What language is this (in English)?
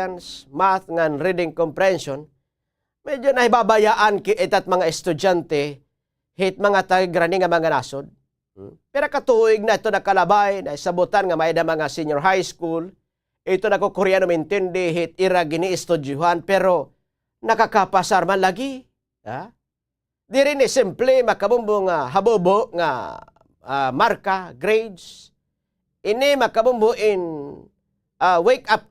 Waray